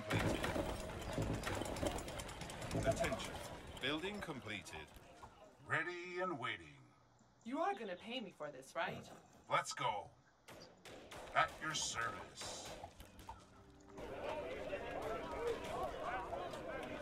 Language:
Slovak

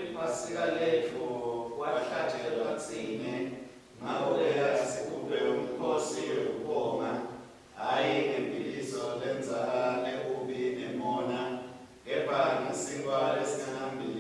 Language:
Swati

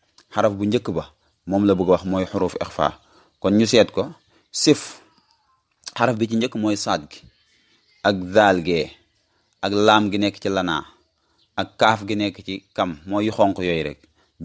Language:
Wolof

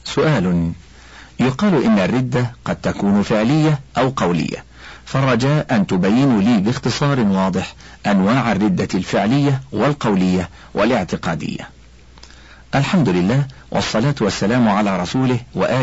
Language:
Arabic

